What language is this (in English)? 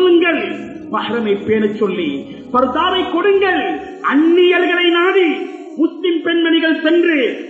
Tamil